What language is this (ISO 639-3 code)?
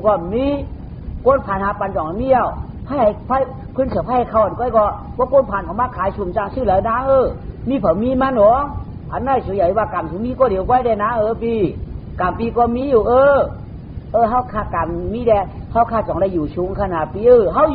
shn